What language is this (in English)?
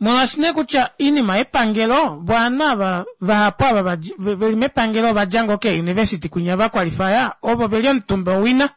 Kuanyama